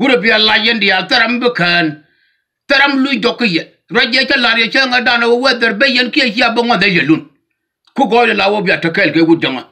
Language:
Nuer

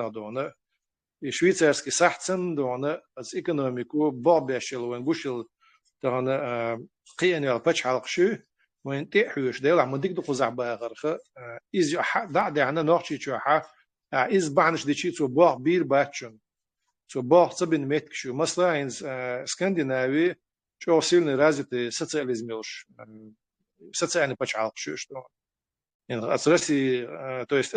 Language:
Chechen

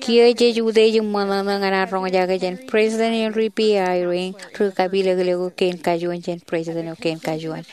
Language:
Marshallese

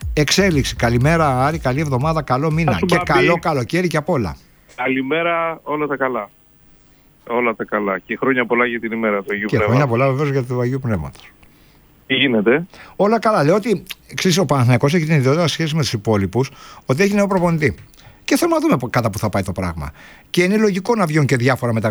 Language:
Greek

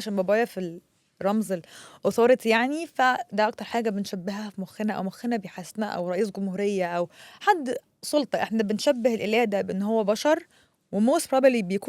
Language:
Egyptian Arabic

